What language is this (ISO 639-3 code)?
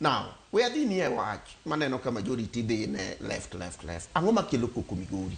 luo